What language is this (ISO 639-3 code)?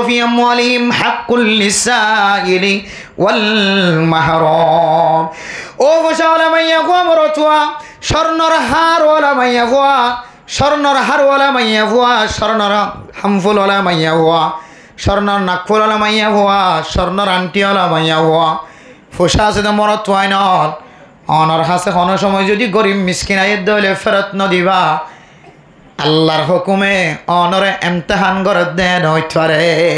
rhg